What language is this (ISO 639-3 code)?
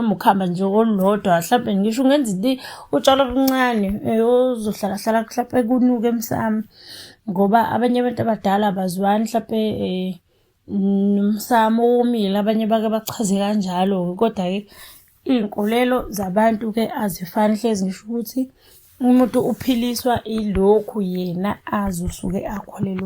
zul